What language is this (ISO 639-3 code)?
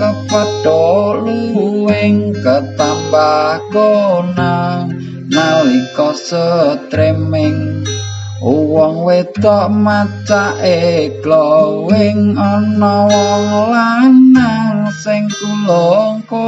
jav